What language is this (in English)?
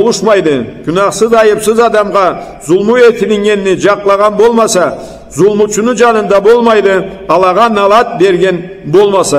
Karachay-Balkar